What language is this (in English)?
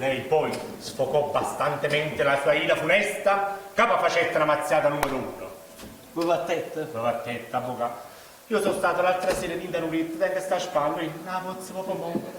Neapolitan